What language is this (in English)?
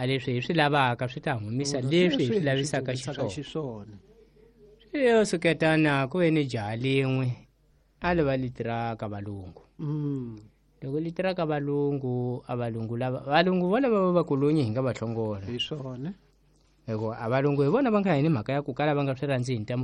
Tsonga